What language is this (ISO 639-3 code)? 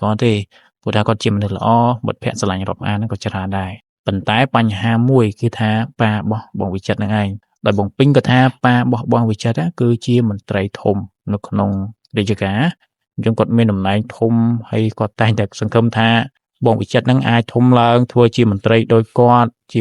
khm